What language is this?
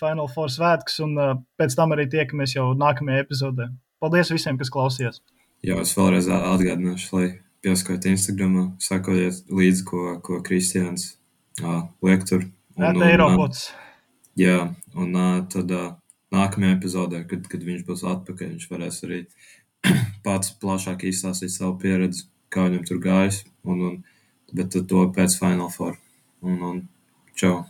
Latvian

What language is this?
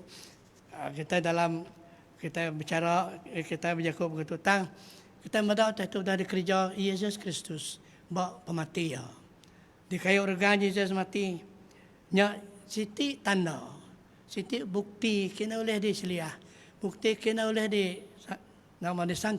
Iban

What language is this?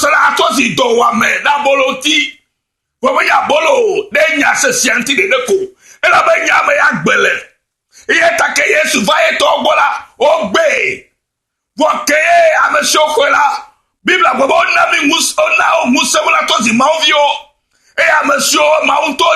Ewe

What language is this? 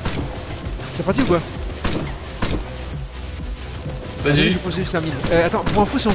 French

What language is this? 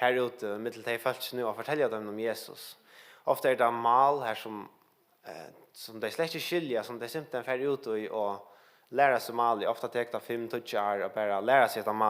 Faroese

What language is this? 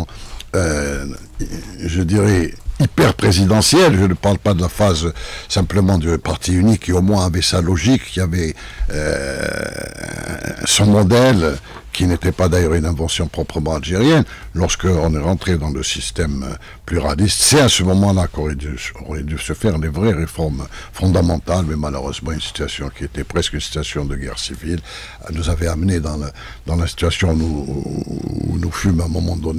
French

